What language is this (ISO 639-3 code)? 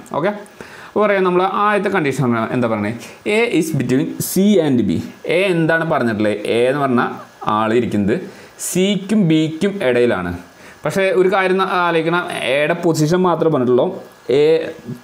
mal